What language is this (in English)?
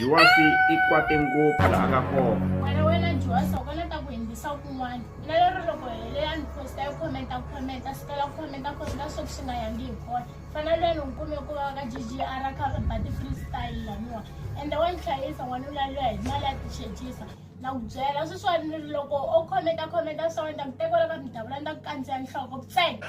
Tsonga